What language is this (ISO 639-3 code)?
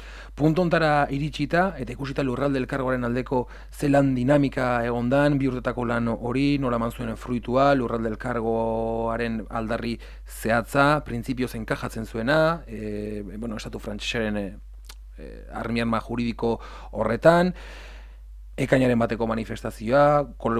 eus